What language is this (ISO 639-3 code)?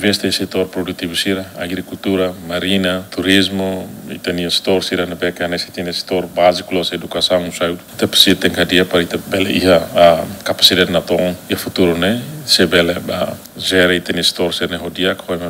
tet